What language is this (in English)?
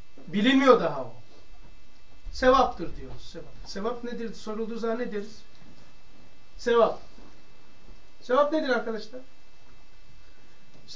Turkish